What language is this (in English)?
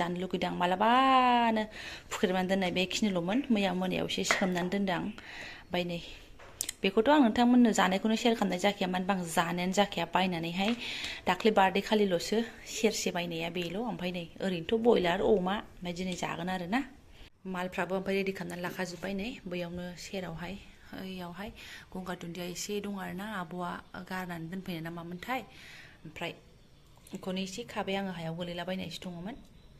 Bodo